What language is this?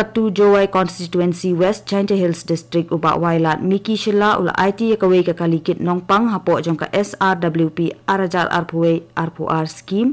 Khasi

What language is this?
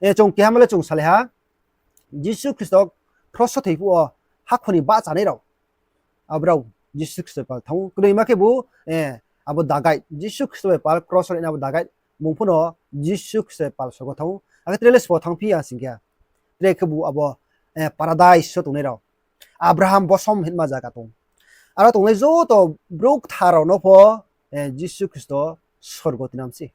Riang (India)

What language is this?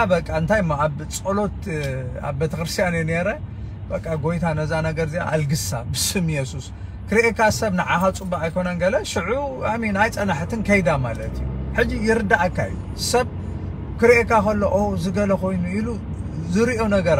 Tigrinya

